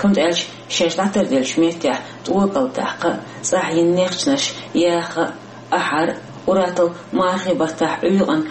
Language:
Chechen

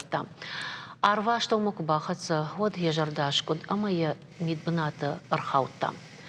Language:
Ossetic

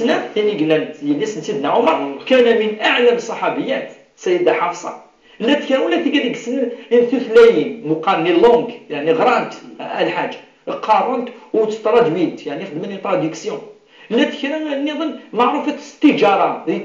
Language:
Kabyle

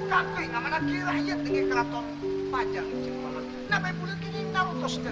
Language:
Madurese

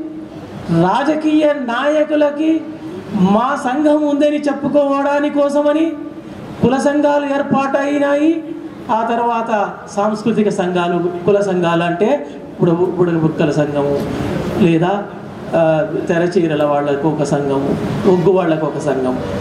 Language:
Telugu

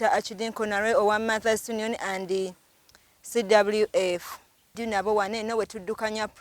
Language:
Ganda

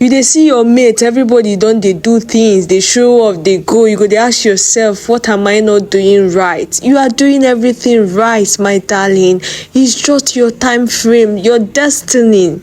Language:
Nigerian Pidgin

